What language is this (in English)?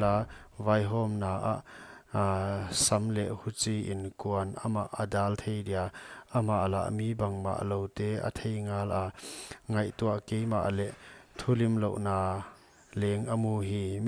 Paite Chin